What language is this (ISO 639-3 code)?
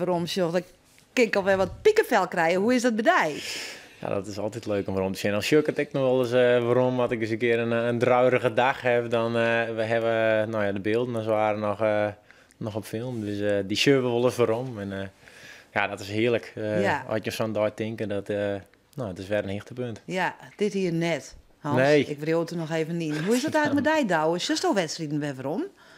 fry